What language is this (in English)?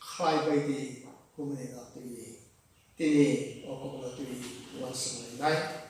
Kok Borok